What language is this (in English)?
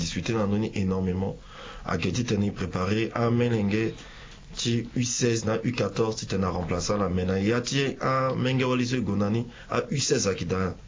Sango